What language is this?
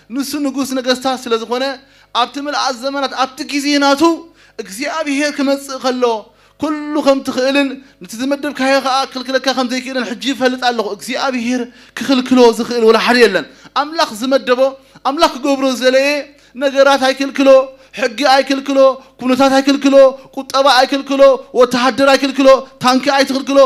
Tigrinya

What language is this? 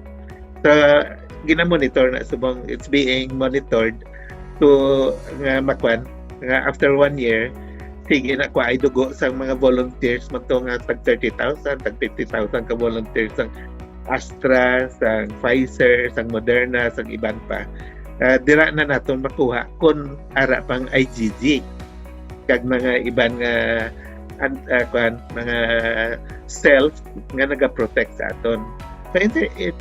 Hiligaynon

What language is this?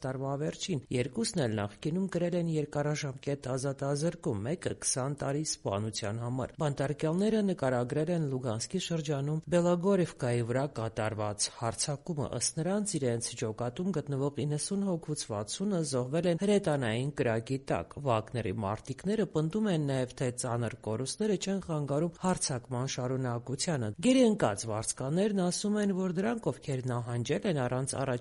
Armenian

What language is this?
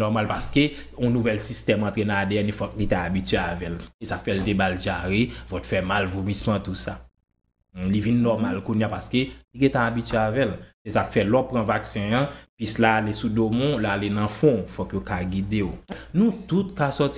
Haitian Creole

